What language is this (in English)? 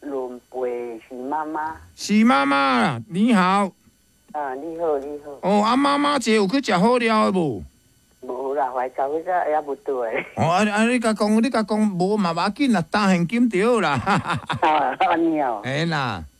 Min Nan Chinese